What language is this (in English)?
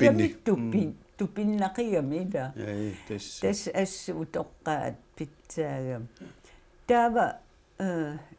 Kalaallisut